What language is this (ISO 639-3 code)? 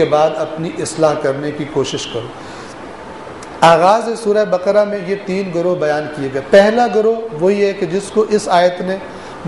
urd